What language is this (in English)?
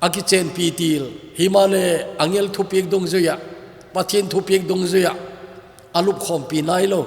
Thado Chin